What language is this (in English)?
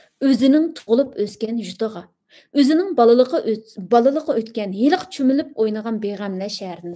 Uyghur